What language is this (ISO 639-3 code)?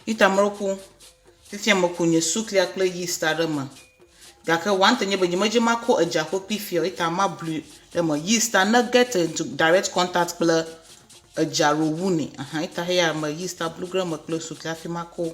ewe